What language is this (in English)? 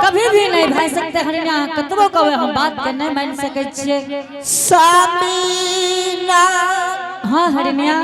Angika